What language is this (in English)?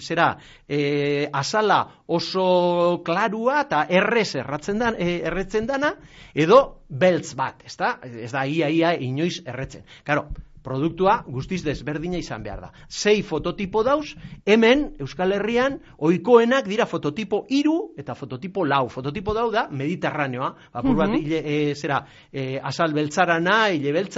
Basque